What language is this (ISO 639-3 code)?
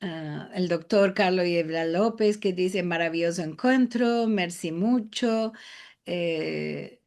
lad